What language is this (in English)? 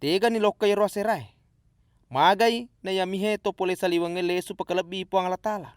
Buginese